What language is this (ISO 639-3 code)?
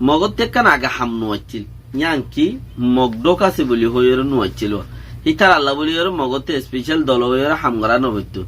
rhg